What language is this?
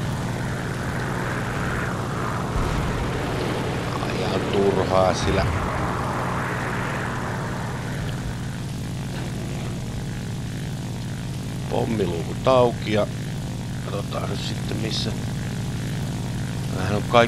Finnish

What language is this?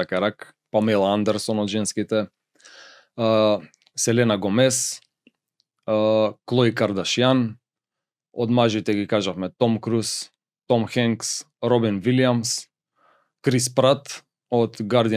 Macedonian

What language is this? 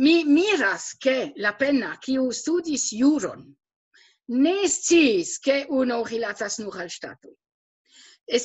Esperanto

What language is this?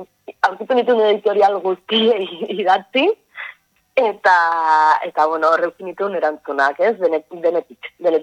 Basque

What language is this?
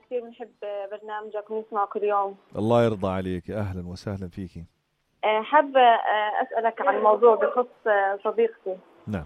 North Levantine Arabic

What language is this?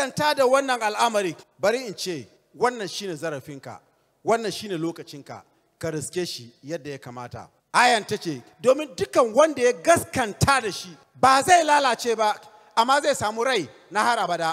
Hausa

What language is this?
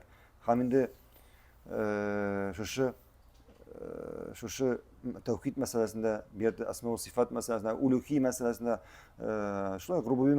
Tatar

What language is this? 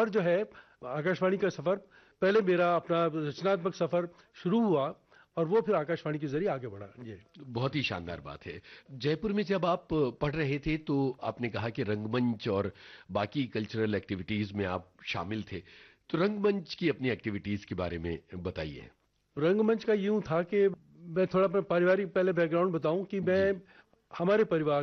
Hindi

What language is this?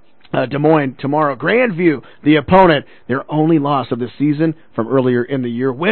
English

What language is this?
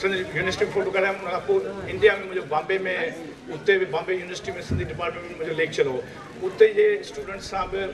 Sindhi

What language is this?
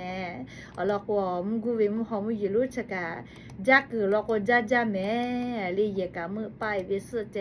Lahu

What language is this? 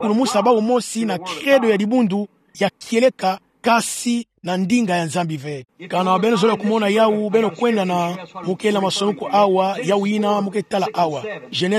Kituba (Democratic Republic of Congo)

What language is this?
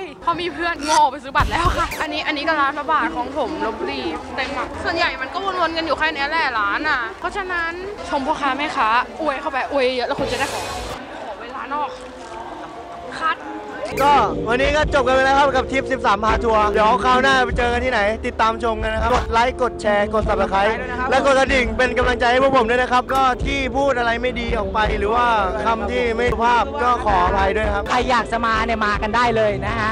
Thai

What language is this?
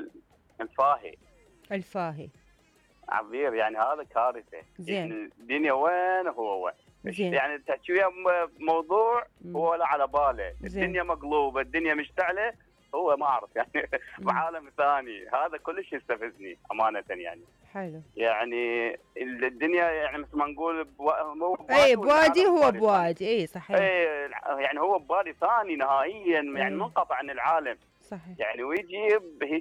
Mesopotamian Arabic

